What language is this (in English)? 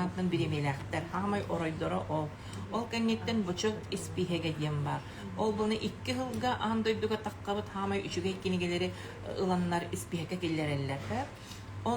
Yakut